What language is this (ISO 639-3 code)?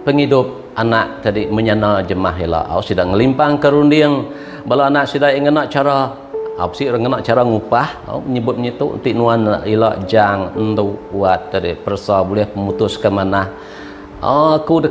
iba